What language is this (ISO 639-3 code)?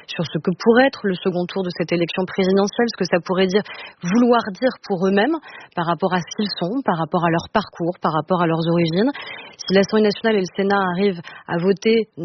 fra